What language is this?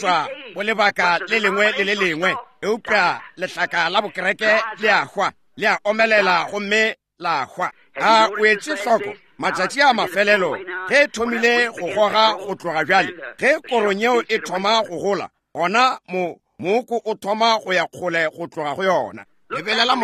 Northern Sotho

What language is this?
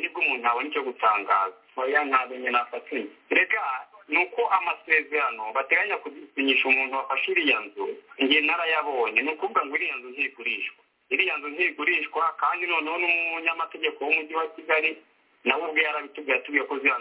Kinyarwanda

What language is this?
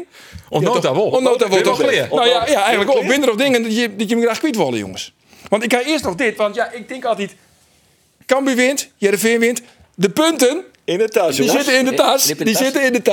Western Frisian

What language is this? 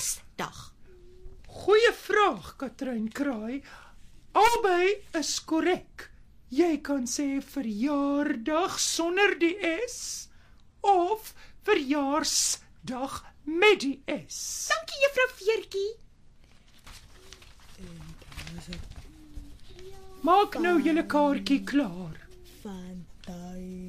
Afrikaans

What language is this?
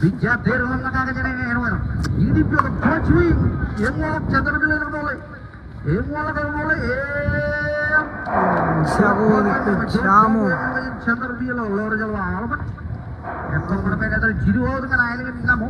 Marshallese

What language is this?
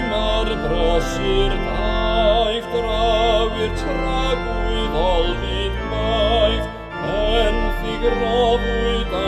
Welsh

